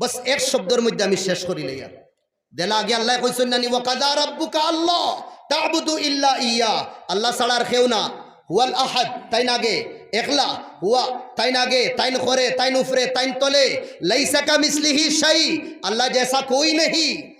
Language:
Sylheti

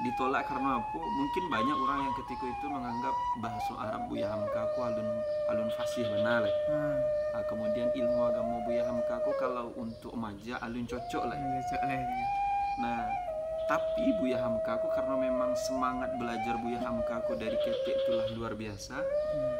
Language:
Minangkabau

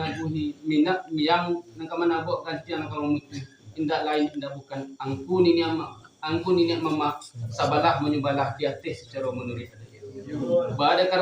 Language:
Minangkabau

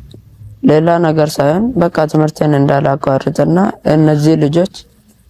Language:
Amharic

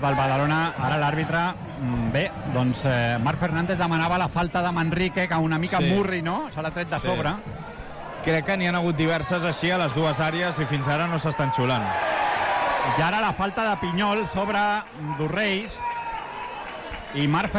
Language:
Catalan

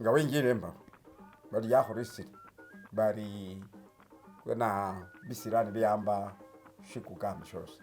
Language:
Masaaba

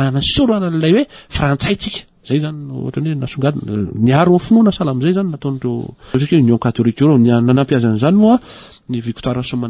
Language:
Malagasy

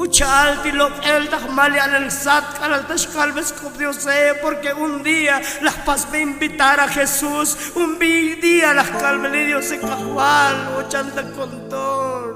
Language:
Tzotzil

